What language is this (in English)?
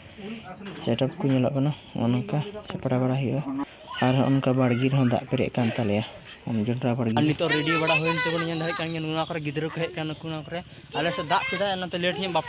Santali